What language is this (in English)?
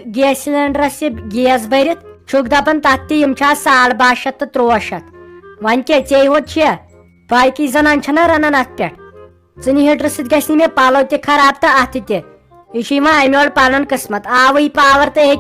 Kashmiri